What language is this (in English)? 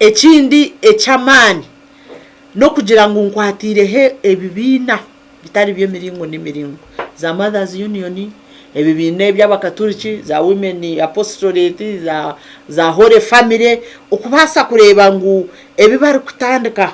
Nyankole